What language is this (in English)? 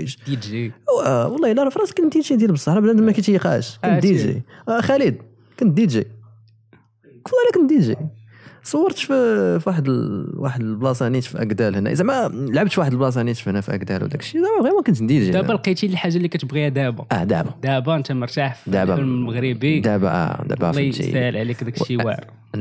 Moroccan Arabic